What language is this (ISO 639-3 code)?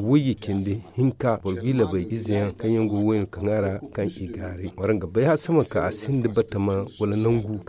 dje